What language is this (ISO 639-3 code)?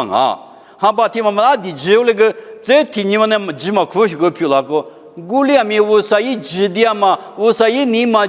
lis